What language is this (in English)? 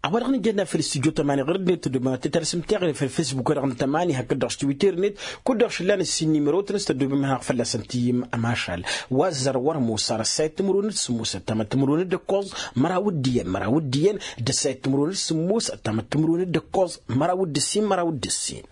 Tamasheq